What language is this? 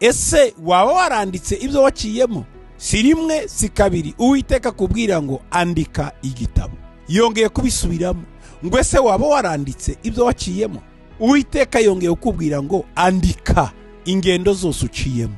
Kinyarwanda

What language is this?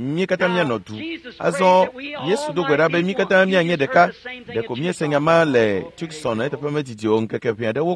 Ewe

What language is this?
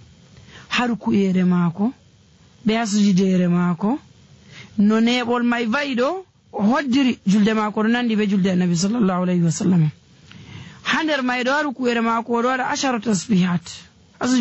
Nigerian Fulfulde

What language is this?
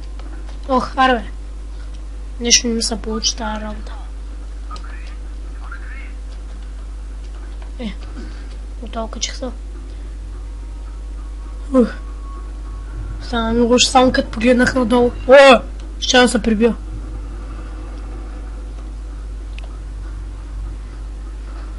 Bulgarian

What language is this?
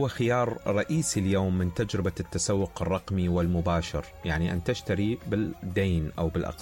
Arabic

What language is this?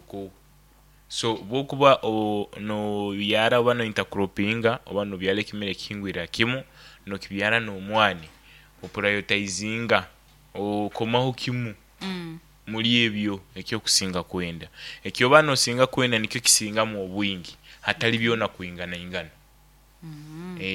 Nyoro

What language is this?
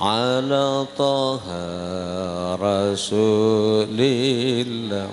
Sasak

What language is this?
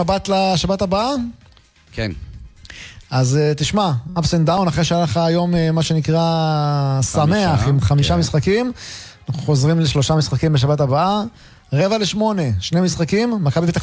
Hebrew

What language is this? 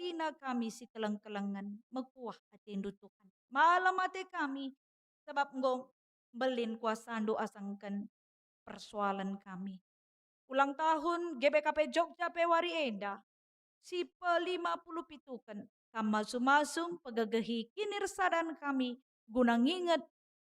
Batak Karo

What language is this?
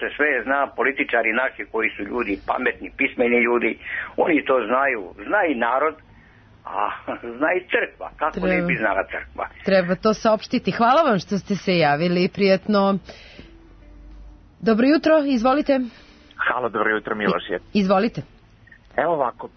Serbian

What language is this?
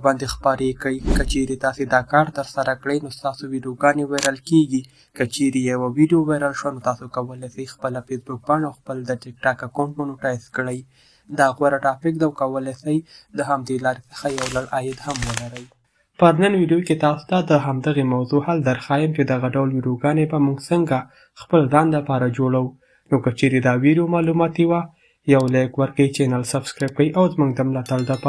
Pashto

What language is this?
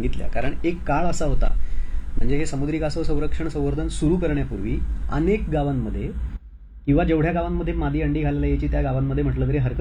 Marathi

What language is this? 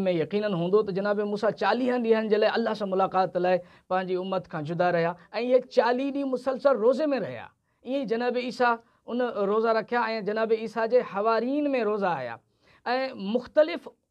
Sindhi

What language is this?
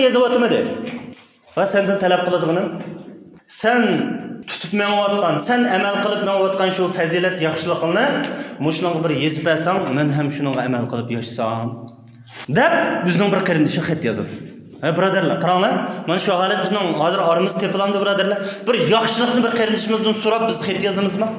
Uyghur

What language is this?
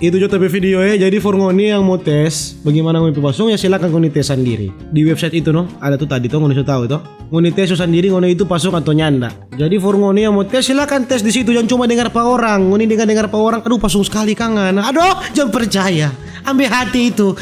Manado Malay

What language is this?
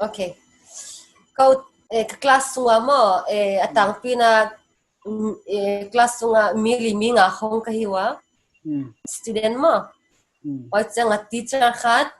Paite Chin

